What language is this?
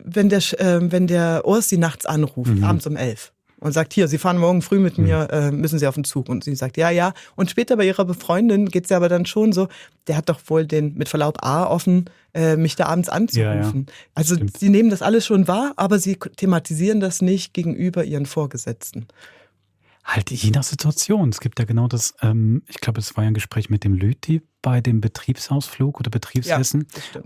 Swiss German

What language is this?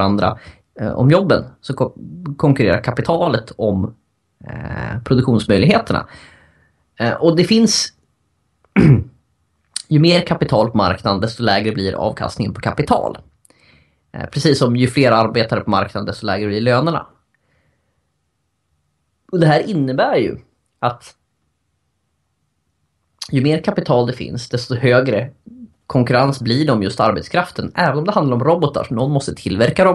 Swedish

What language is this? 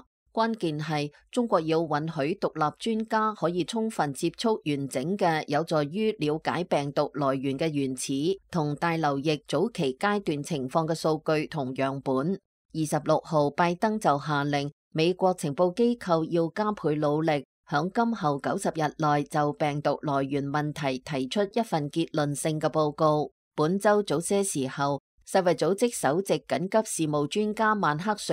Cantonese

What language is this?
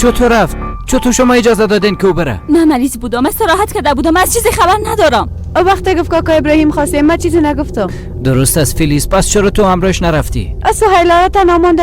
Persian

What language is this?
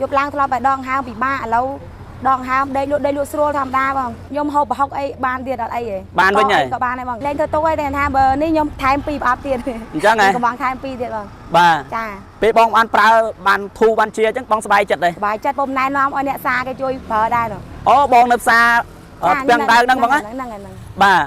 Khmer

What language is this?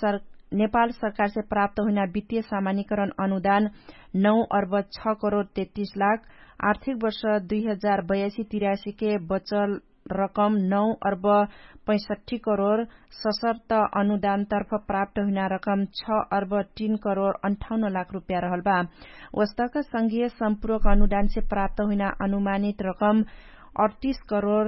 Dangaura Tharu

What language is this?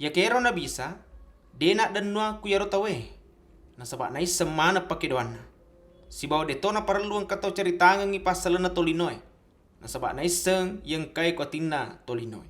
Buginese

